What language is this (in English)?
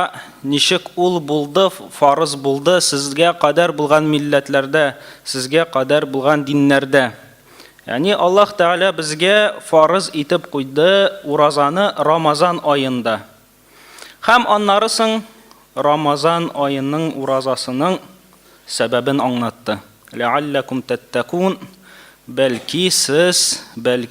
Tatar